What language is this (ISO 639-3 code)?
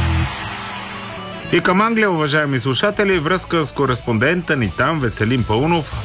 bul